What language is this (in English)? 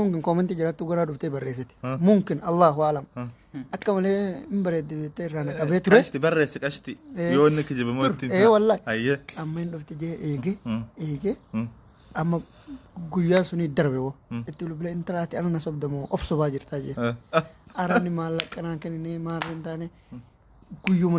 Oromo